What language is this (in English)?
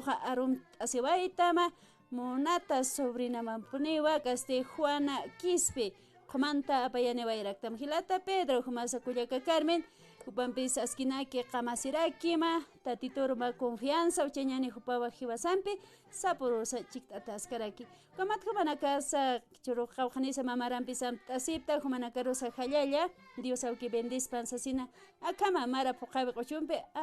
Aymara